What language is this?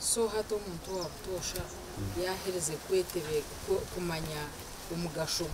Nyankole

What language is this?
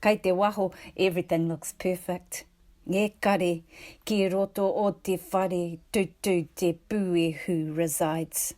Māori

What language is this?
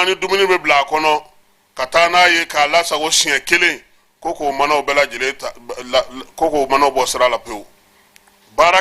Bambara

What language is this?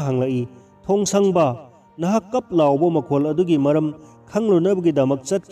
Manipuri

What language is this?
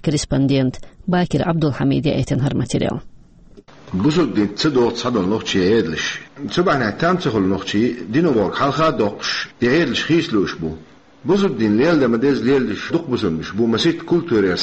Chechen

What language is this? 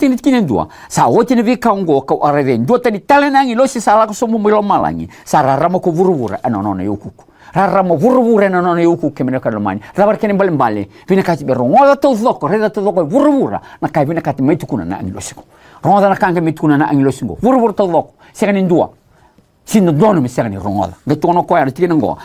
Fijian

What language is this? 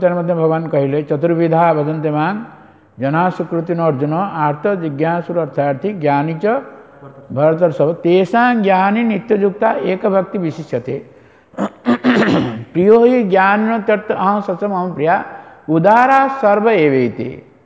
Odia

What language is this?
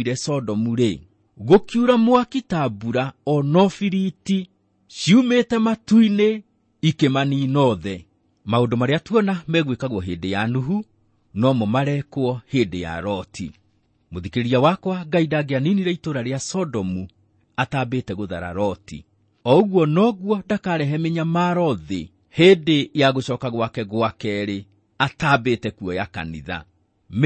Kikuyu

